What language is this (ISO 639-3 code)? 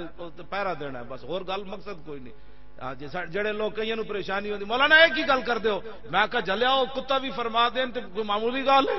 lah